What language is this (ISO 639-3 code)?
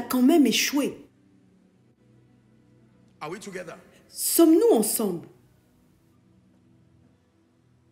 fra